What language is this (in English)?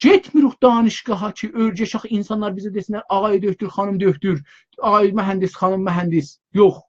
South Azerbaijani